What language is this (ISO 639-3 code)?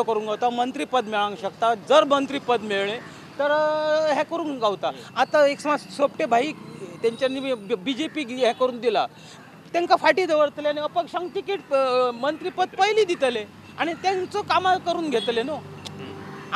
kok